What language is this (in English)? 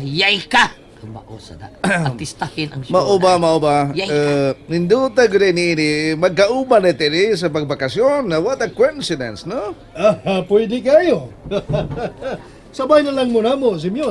Cebuano